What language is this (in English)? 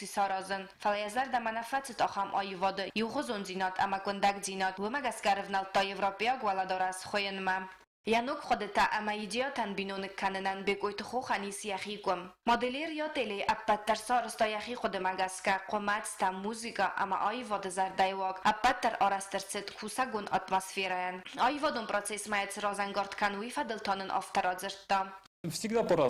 Ossetic